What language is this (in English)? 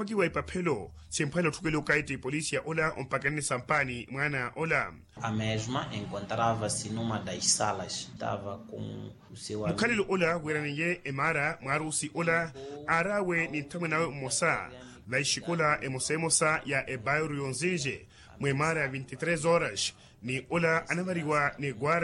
Makhuwa